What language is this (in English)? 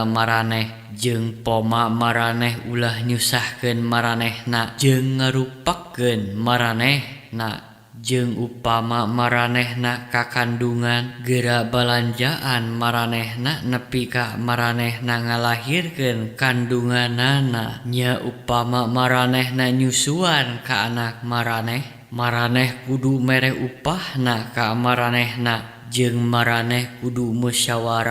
Sundanese